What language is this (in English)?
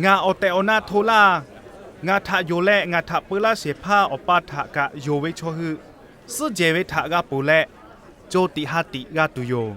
Lahu